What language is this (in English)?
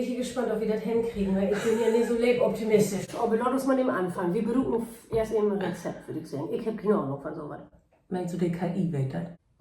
Low German